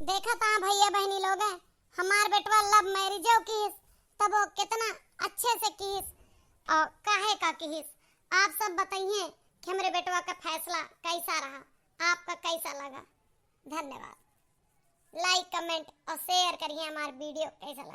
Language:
Awadhi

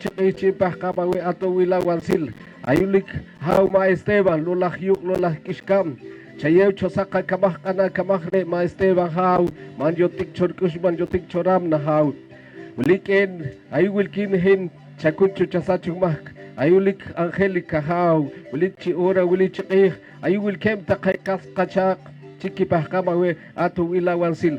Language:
Poqomchi'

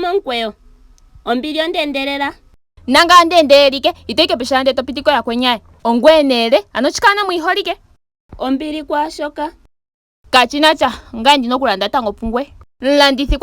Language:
Ndonga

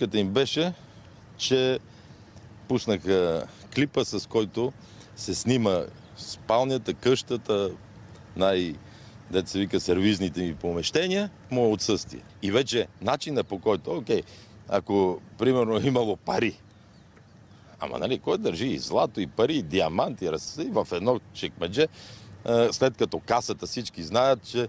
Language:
Bulgarian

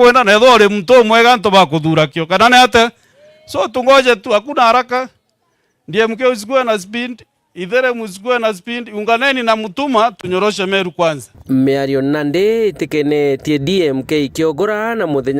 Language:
Meru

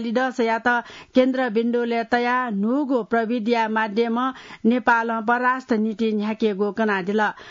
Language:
Newari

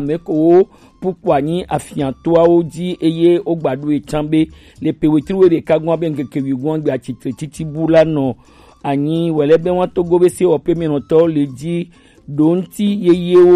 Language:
Gen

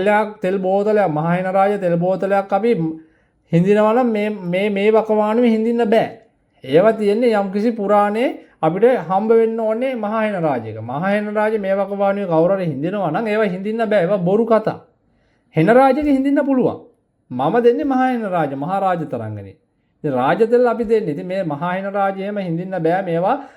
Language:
Sinhala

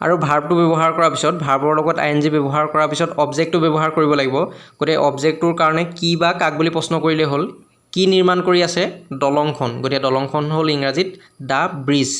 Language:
Assamese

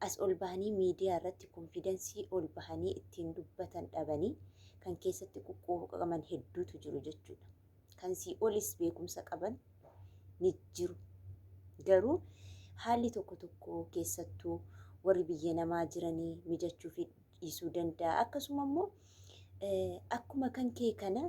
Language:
Oromo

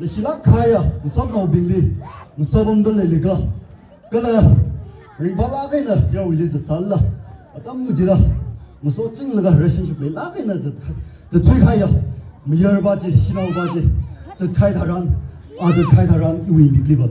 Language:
Tangkhul Naga (India)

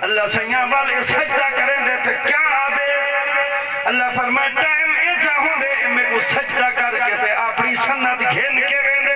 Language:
Saraiki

